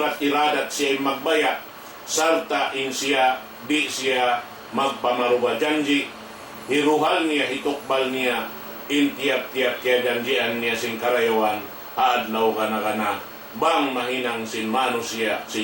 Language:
Tausug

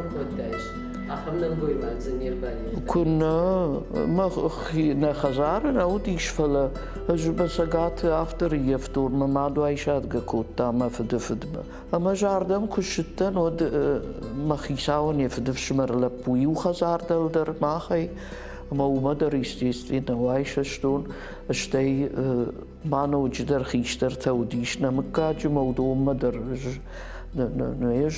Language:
Ossetic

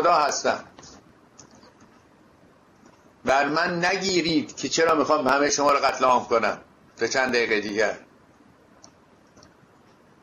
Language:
Persian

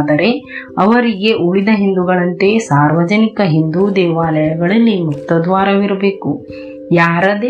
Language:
Kannada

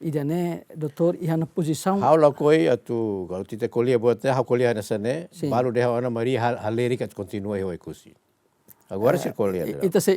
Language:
Tetum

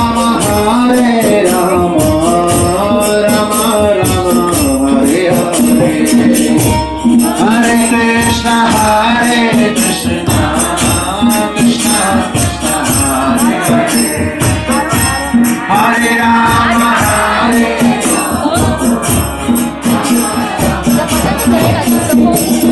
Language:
Hindi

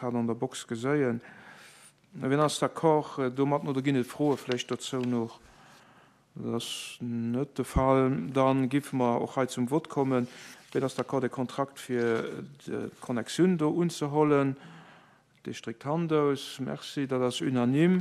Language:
Luxembourgish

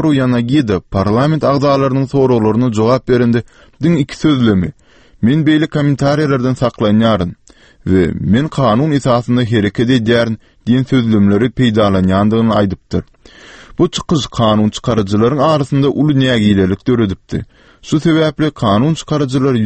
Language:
Kyrgyz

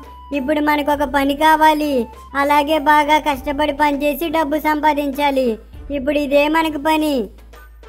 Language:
Telugu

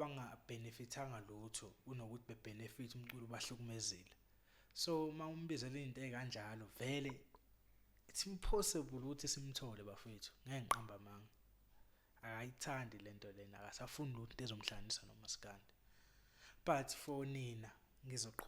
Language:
Zulu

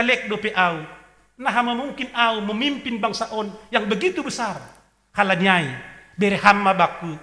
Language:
Batak Simalungun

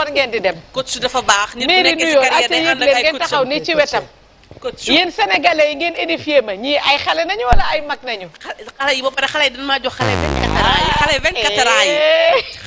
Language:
Wolof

